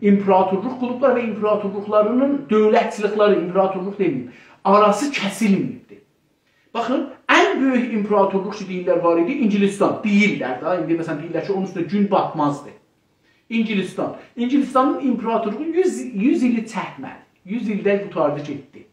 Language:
South Azerbaijani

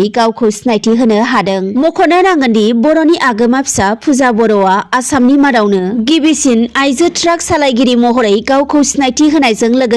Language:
Bodo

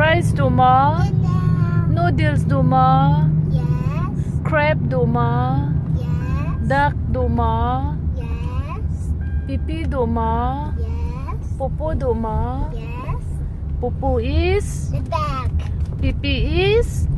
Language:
Mizo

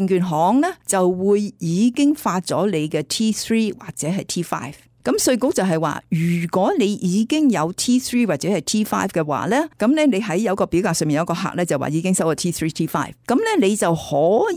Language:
Cantonese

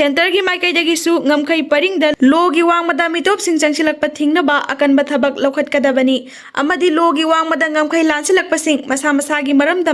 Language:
Manipuri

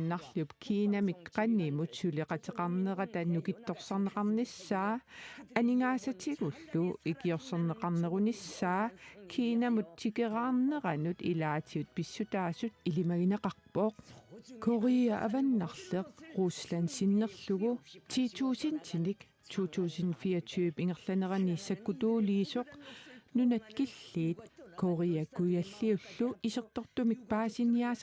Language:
Kalaallisut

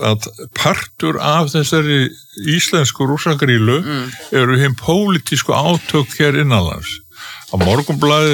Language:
Icelandic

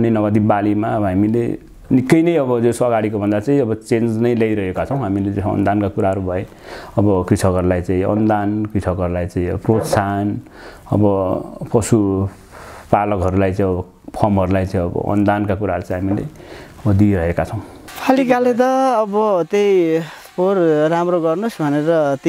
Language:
Nepali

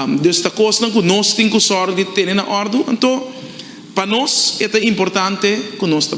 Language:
Papiamento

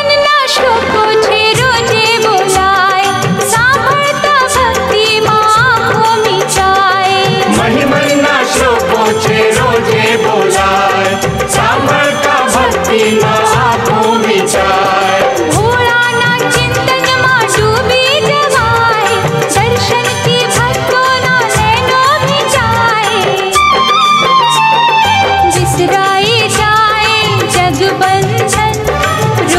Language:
Gujarati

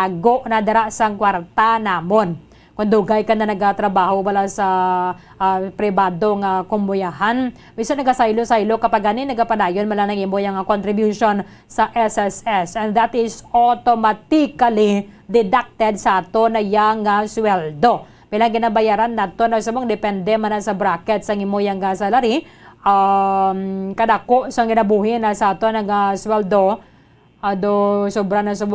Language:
Hiligaynon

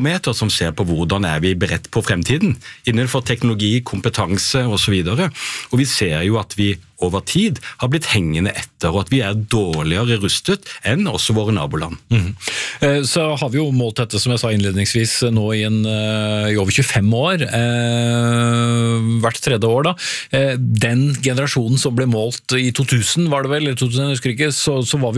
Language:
Norwegian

